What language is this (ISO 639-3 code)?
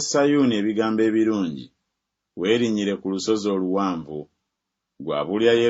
lug